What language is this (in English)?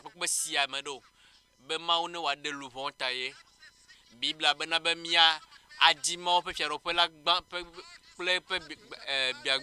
Ewe